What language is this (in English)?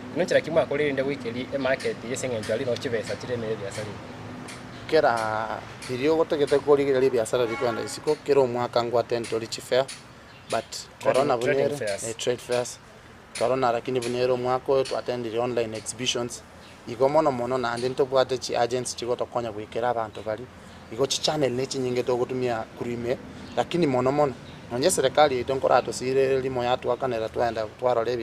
Gusii